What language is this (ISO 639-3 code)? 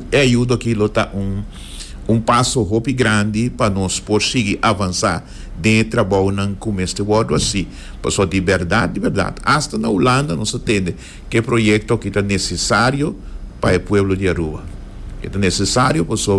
pap